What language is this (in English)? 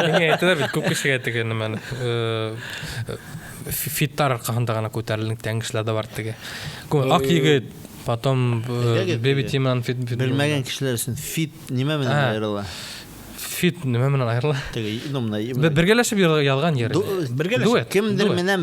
Bashkir